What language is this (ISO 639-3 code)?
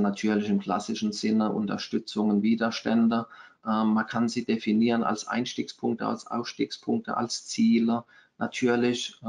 deu